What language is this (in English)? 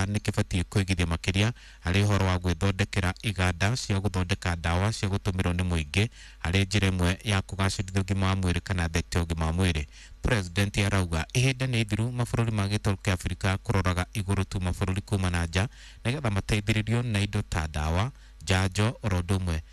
Kikuyu